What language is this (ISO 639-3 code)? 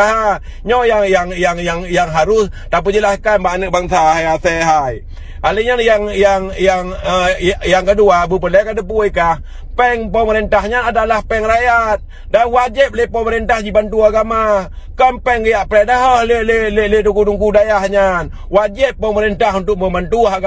ace